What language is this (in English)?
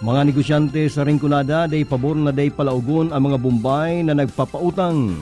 Bikol